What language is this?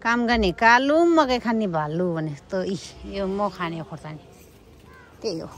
Nepali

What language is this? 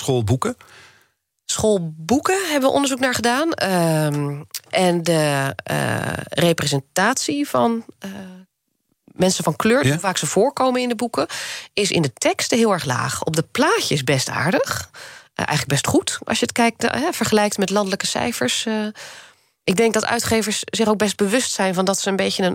Dutch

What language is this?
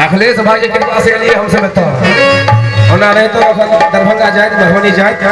Maithili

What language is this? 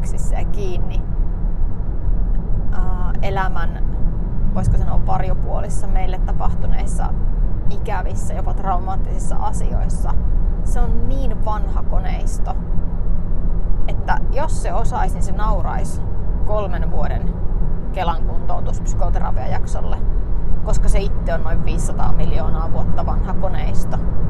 Finnish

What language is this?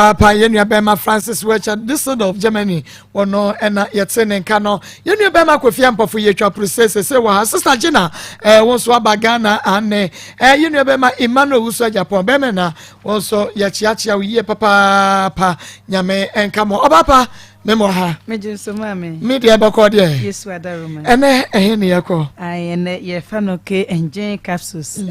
Akan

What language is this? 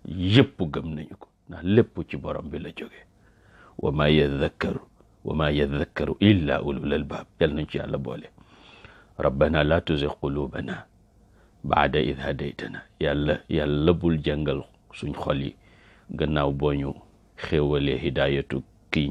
Wolof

